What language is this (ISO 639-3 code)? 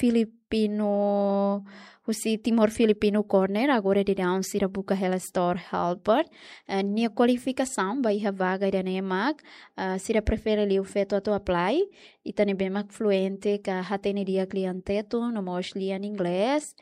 tet